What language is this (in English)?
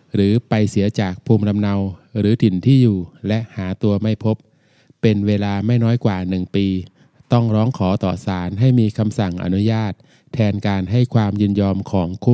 Thai